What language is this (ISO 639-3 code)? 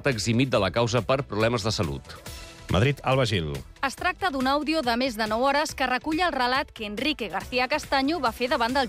cat